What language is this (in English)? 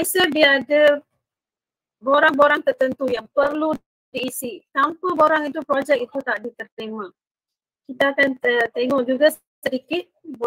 Malay